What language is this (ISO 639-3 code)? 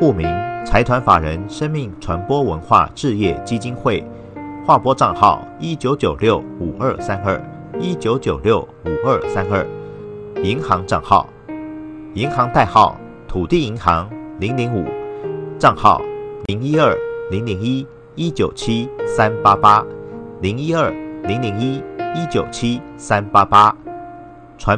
zho